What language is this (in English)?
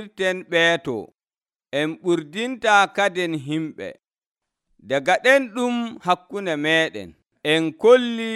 Nigerian Fulfulde